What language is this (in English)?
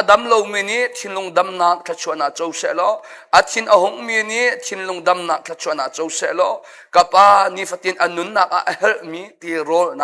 Hakha Chin